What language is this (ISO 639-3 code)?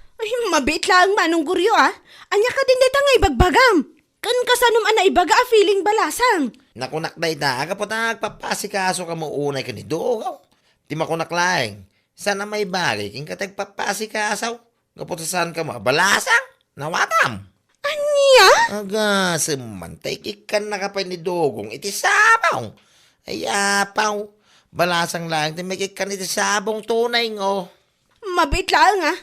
ilo